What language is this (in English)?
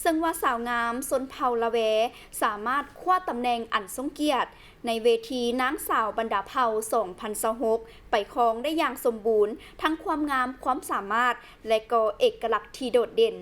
Lao